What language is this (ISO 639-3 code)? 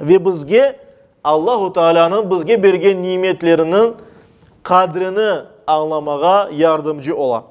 crh